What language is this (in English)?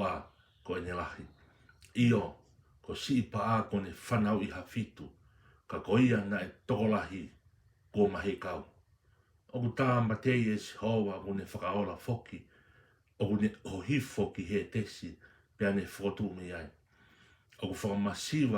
Tongan